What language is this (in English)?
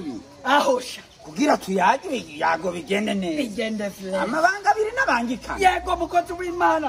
Rundi